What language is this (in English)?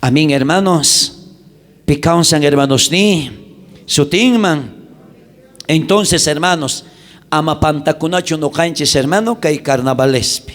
South Bolivian Quechua